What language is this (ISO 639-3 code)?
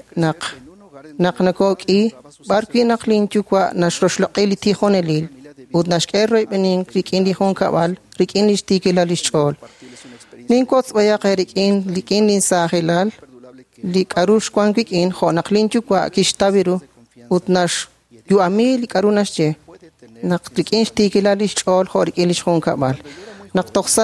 kek